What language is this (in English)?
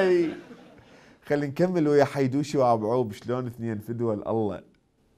Mesopotamian Arabic